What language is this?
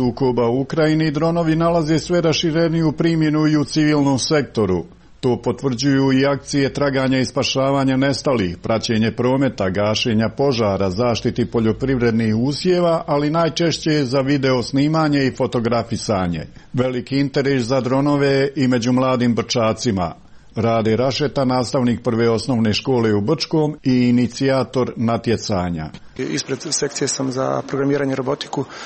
Croatian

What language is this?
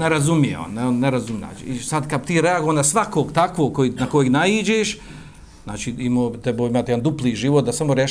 Bosnian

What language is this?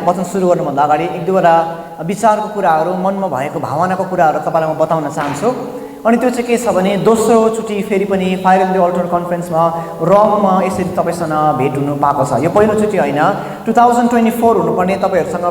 Nepali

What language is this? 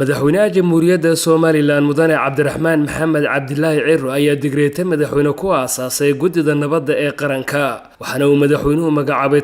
Somali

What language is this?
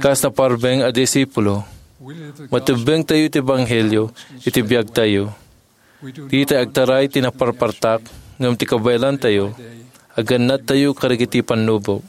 Iloko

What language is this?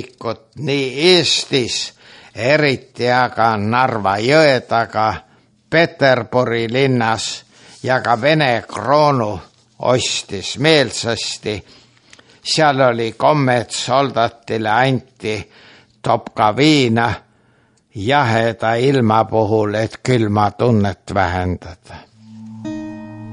Estonian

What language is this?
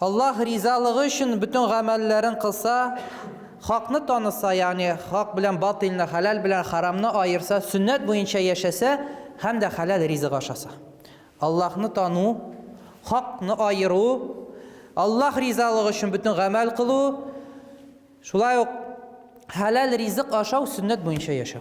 Tatar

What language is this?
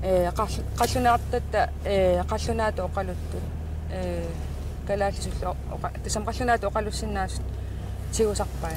Kalaallisut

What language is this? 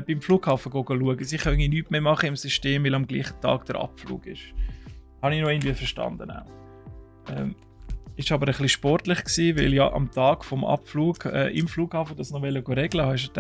Swiss German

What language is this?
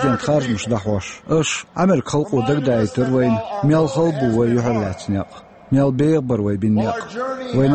Chechen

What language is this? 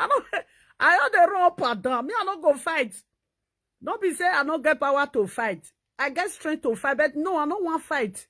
Nigerian Pidgin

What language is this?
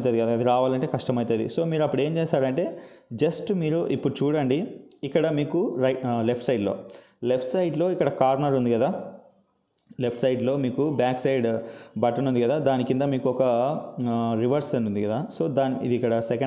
Telugu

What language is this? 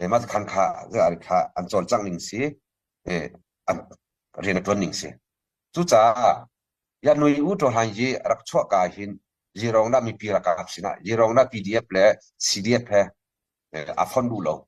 Hakha Chin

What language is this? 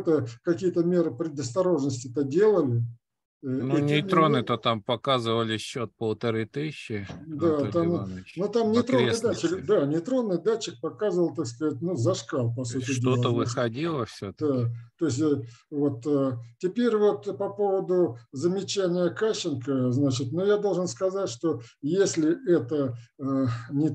Russian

